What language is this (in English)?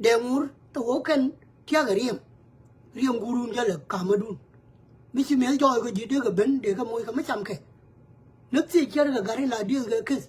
Nuer